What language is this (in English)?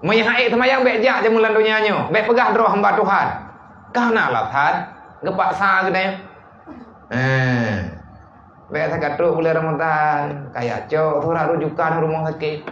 Achinese